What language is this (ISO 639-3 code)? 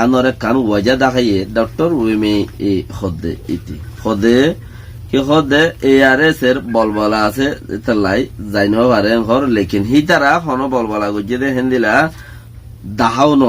rhg